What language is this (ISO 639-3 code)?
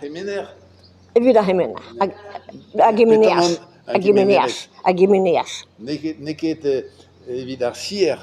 bre